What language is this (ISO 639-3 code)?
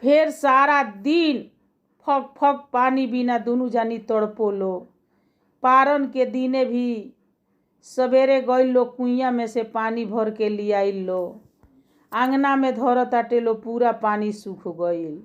bho